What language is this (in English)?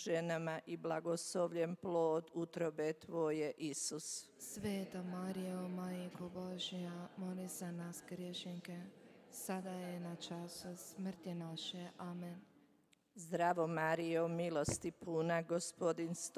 Croatian